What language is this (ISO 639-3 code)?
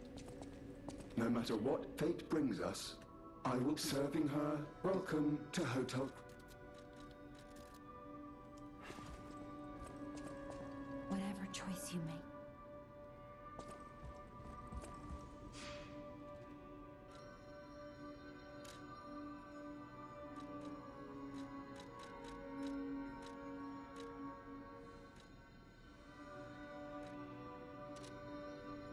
cat